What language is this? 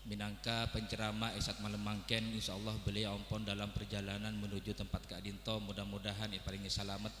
Madurese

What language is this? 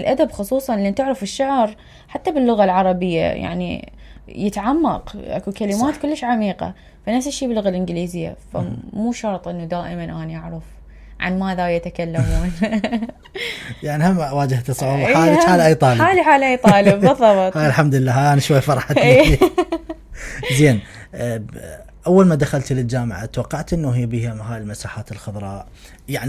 Mesopotamian Arabic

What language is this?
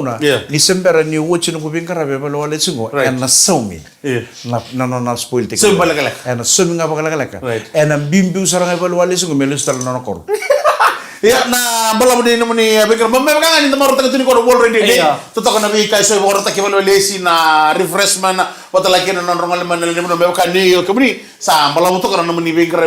Fijian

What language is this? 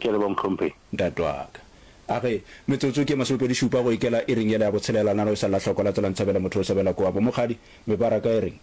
Northern Sotho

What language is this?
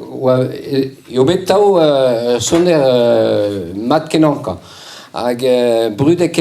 Breton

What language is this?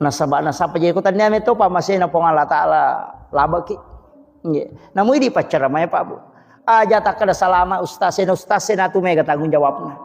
Buginese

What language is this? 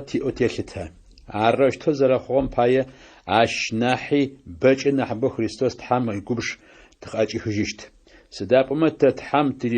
Adyghe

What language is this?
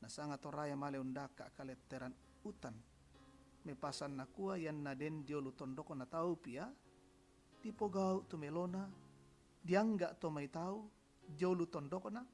Toraja-Sa'dan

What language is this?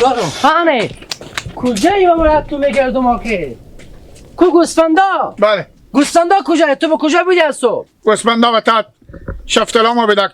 Hazaragi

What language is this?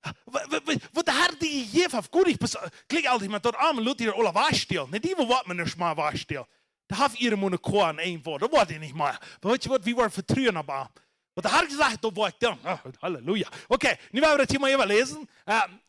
Plautdietsch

